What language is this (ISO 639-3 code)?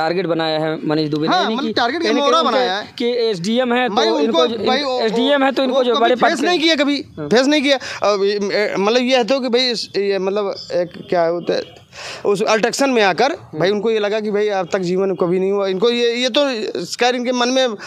hin